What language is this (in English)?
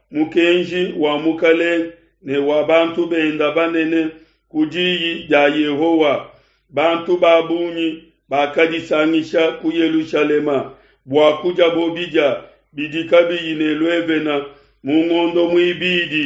Luba-Lulua